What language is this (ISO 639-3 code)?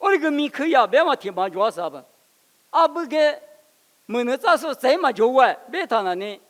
lis